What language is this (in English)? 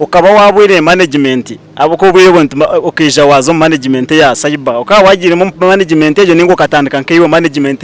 Nyankole